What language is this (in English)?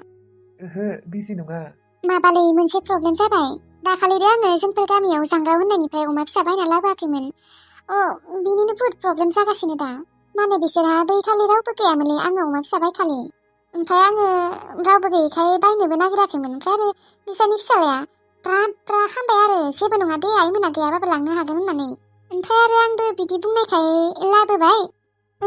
Bodo